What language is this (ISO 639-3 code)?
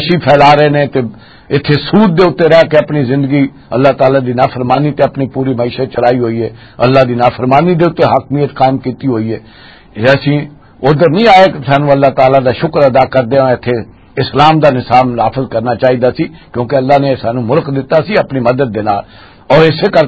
lah